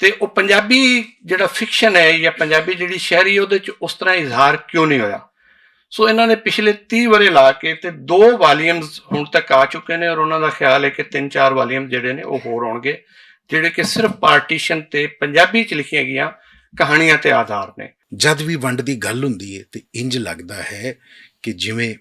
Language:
Western Panjabi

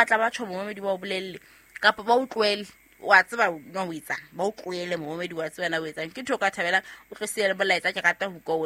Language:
Southern Sotho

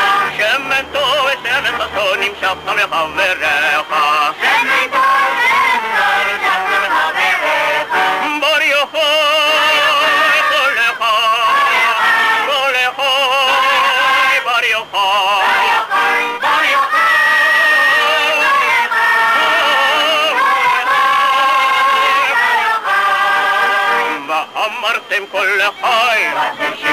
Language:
Hebrew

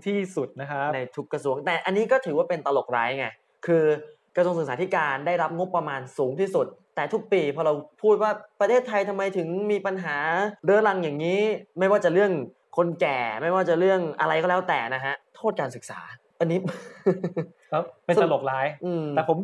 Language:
Thai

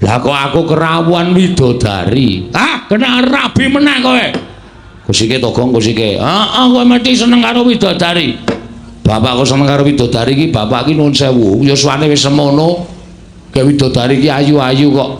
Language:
Javanese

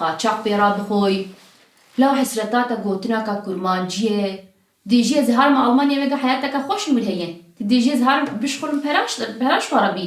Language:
Kurdish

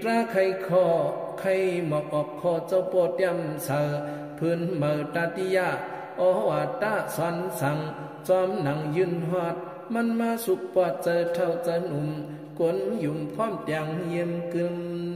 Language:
Shan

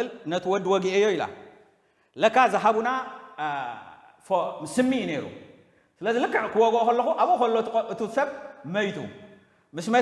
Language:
Tigrinya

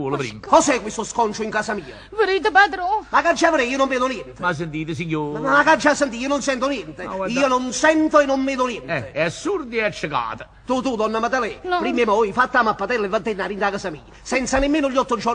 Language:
Neapolitan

